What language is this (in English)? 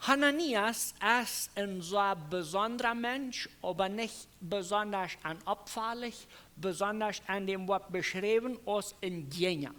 Plautdietsch